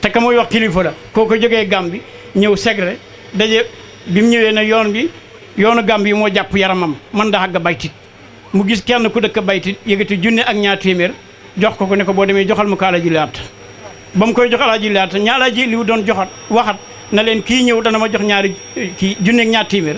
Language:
Wolof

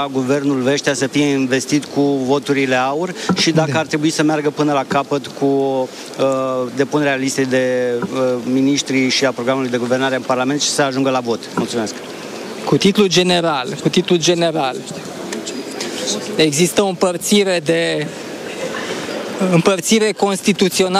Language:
Romanian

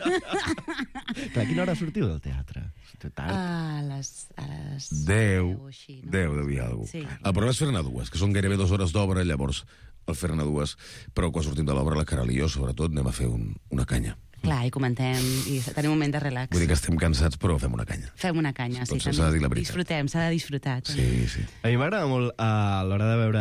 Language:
Catalan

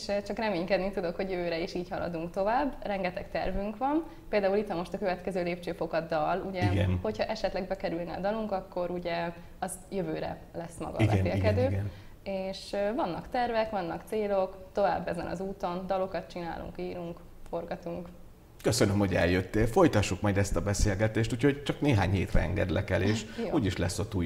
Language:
Hungarian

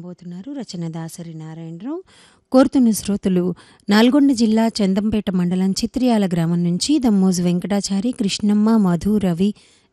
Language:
Telugu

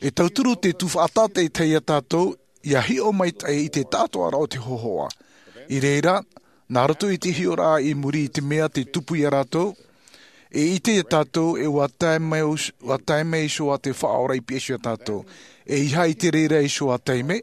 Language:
Tahitian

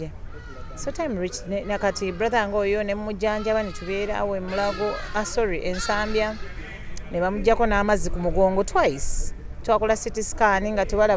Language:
Ganda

